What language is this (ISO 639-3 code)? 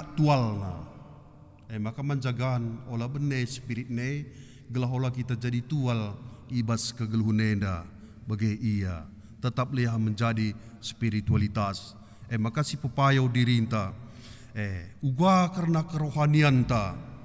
btx